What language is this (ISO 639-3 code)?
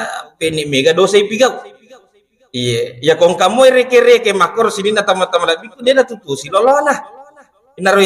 bug